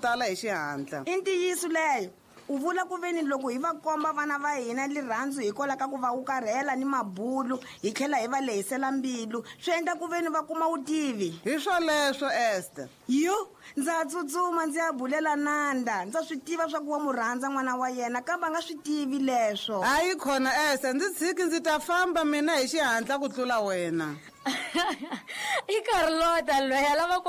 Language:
Tsonga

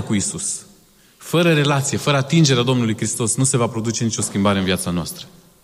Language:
Romanian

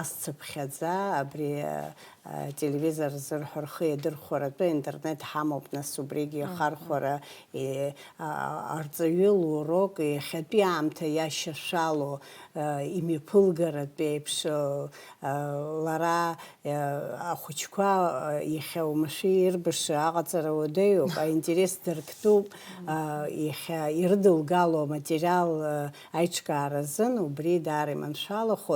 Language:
Abkhazian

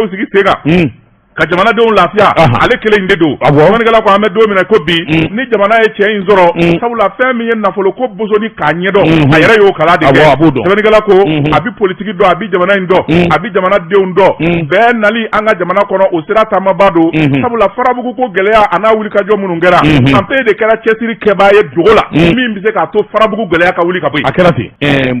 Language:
Bambara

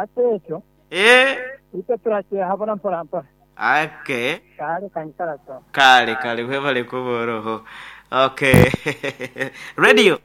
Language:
Nyoro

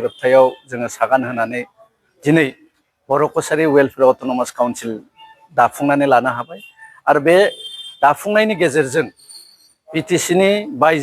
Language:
Bodo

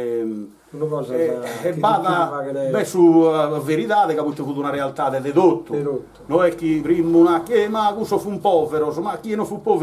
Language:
Sardinian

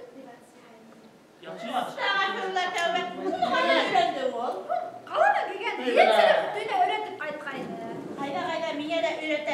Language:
Bashkir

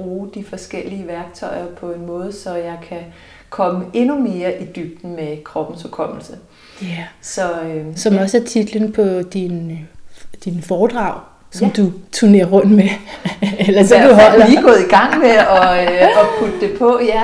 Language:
Danish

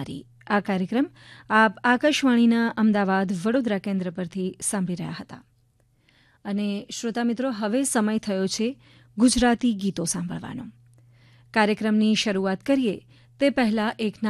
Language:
Gujarati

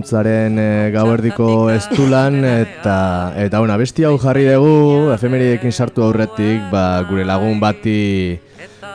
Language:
Basque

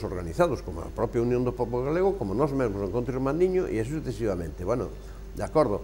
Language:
Galician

